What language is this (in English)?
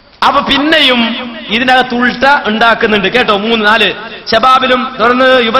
Malayalam